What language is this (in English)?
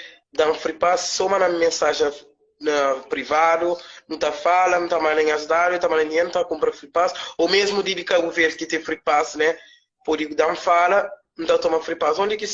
Kabuverdianu